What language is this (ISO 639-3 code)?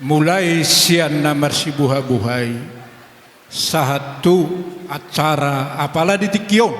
bbc